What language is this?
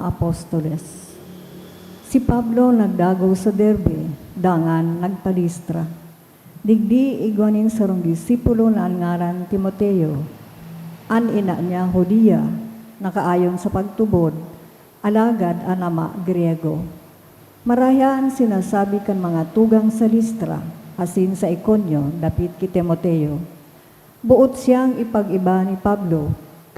Bikol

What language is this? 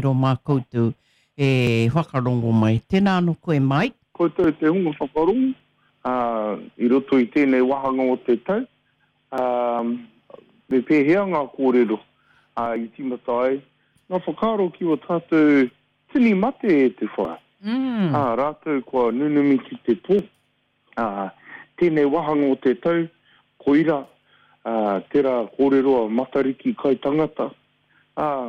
Māori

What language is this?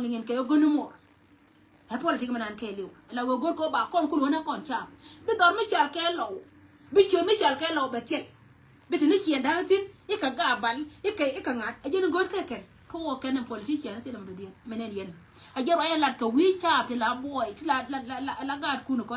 Nuer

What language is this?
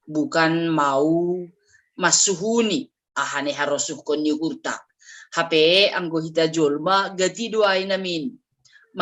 Batak Simalungun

